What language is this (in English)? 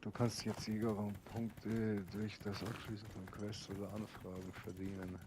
Bavarian